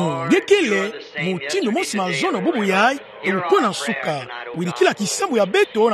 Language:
Kituba (Democratic Republic of Congo)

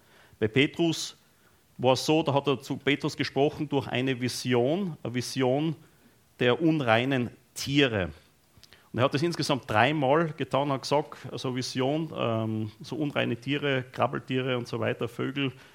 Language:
German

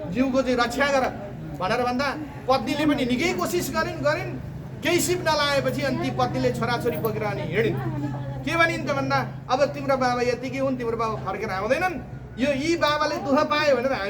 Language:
Nepali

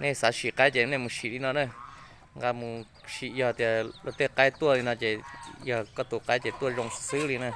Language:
Hmong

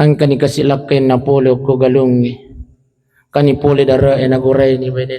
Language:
Buginese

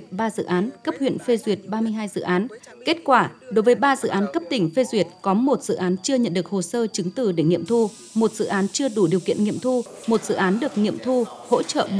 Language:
Vietnamese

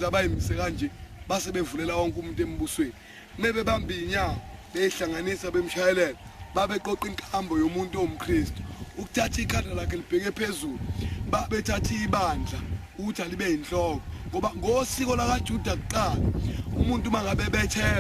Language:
Zulu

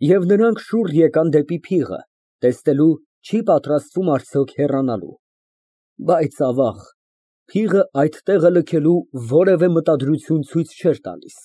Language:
Armenian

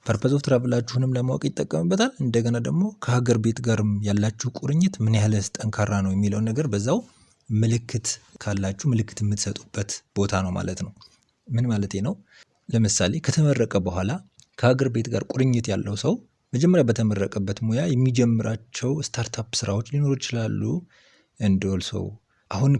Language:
Amharic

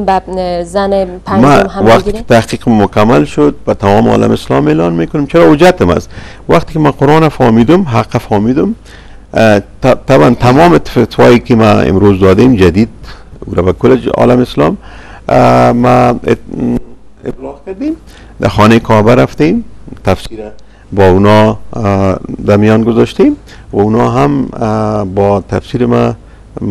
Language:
Persian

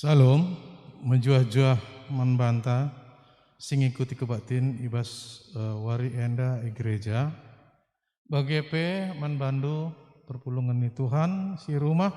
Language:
Batak Karo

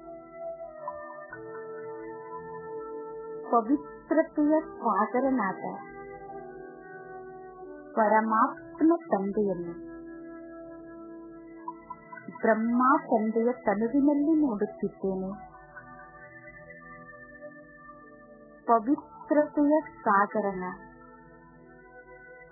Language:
Kannada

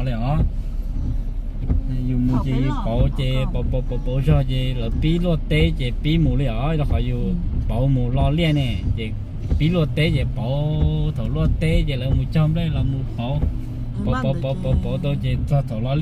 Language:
Vietnamese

